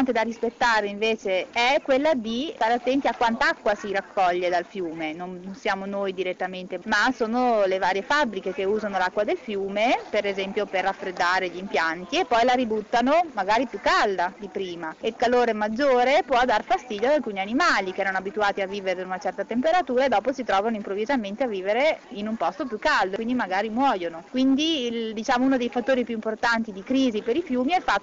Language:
Italian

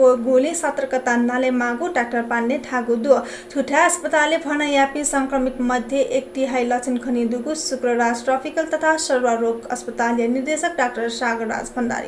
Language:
Newari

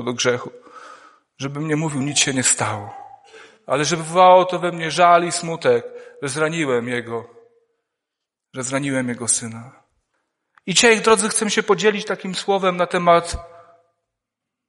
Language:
Polish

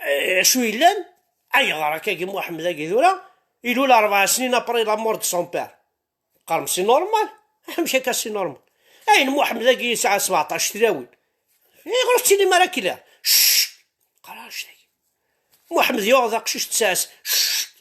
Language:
Kabyle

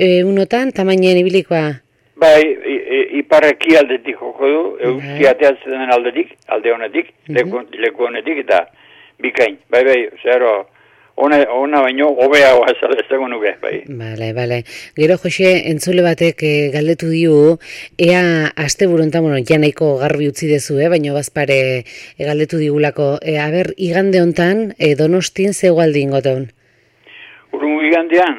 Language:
Basque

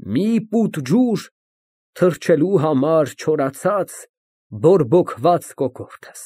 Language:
Armenian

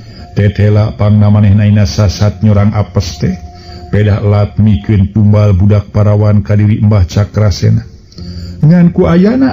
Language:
Sundanese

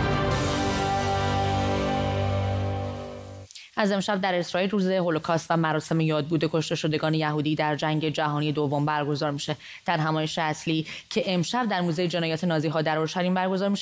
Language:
Persian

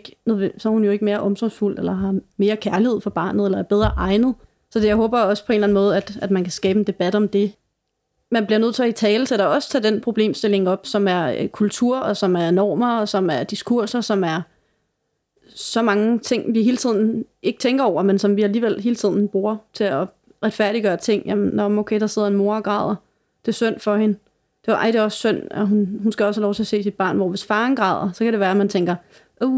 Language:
Danish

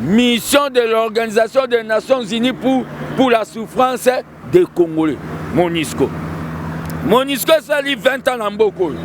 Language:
Lingala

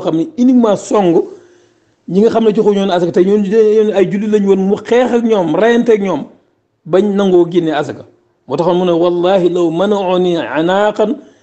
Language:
Wolof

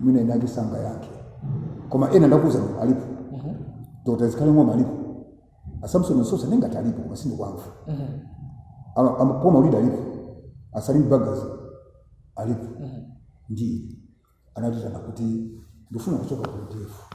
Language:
Nyanja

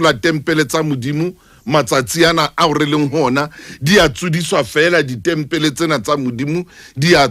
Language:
Southern Sotho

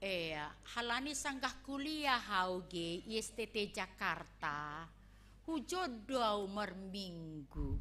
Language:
Batak Simalungun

